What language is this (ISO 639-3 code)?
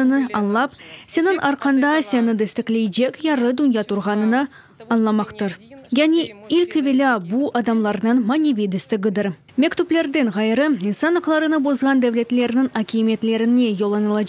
crh